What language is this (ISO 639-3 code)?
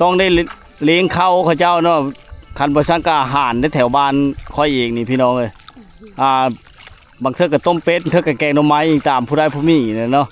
lao